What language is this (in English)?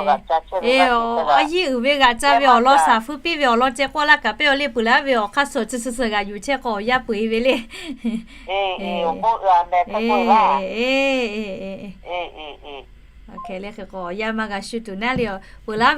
Lahu